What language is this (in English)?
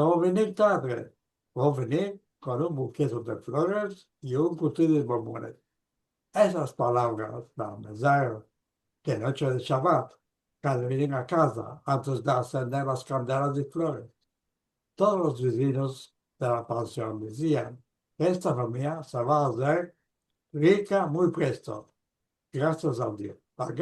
Ladino